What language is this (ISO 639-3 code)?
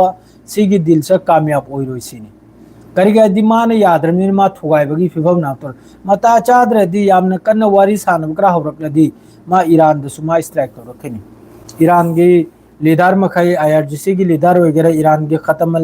mni